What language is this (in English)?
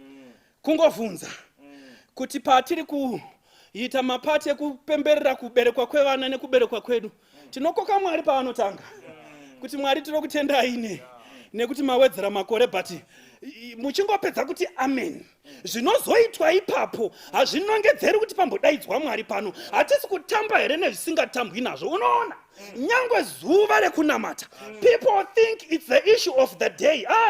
Shona